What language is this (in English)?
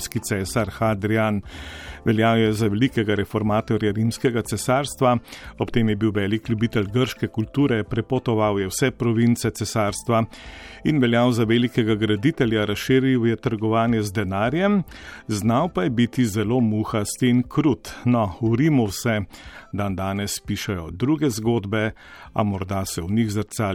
Slovenian